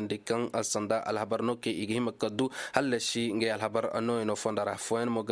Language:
Koyraboro Senni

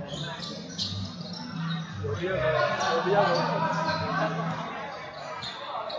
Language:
Chinese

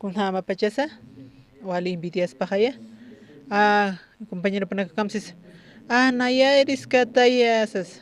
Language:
Aymara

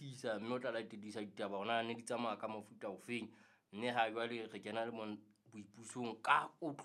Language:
Southern Sotho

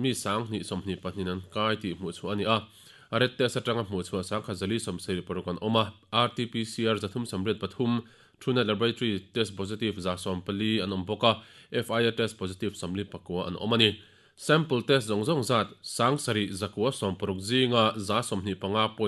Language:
Mizo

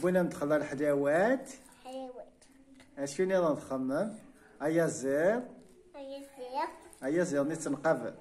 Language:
Kabyle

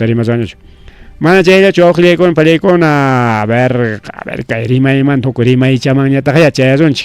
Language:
Ayacucho Quechua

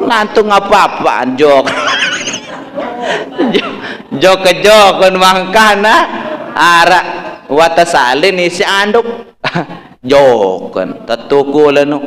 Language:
Sasak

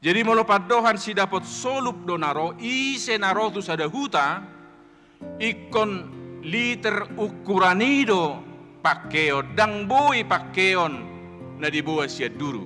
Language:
Batak Toba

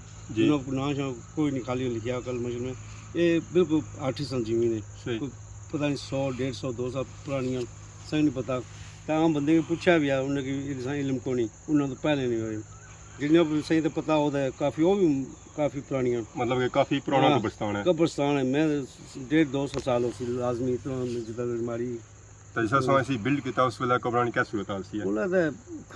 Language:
Pahari-Potwari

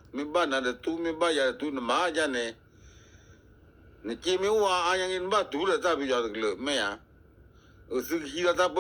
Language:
S'gaw Karen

